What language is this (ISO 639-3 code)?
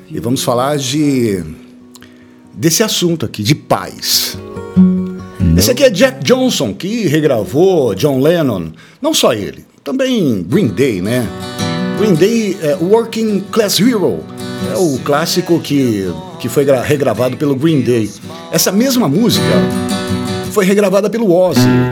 por